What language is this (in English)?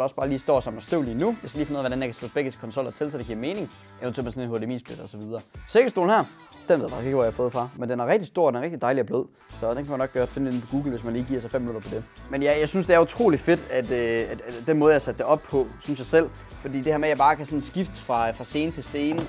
Danish